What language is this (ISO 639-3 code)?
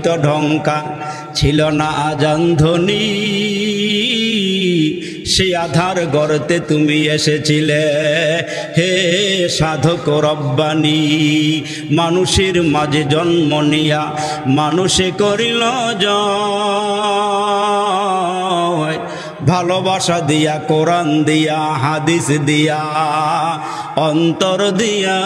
ben